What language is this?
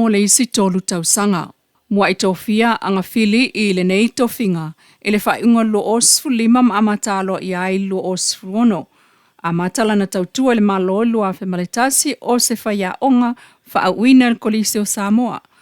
Samoan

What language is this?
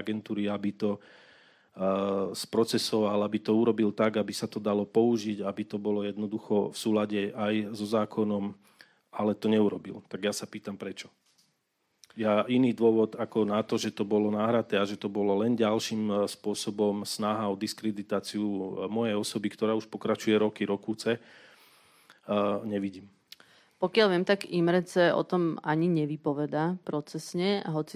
Slovak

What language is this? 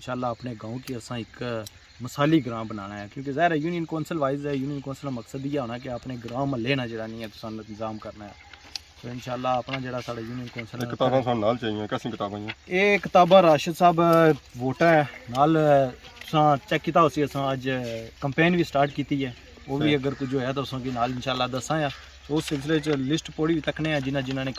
Pahari-Potwari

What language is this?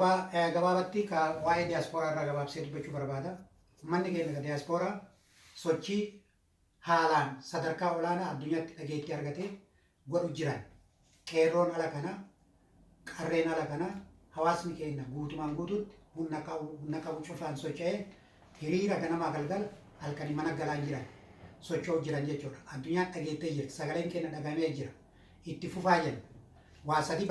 Oromo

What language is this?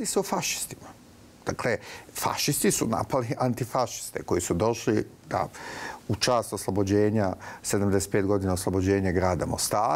Bosnian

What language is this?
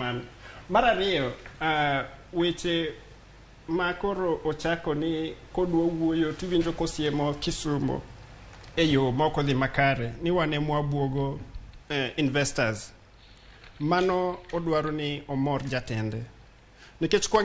Luo (Kenya and Tanzania)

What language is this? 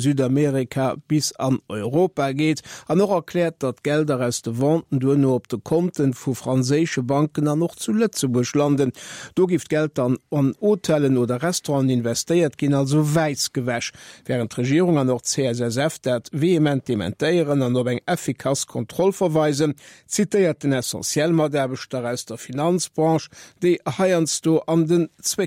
Luxembourgish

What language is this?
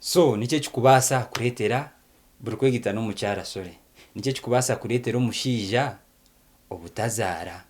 Nyankole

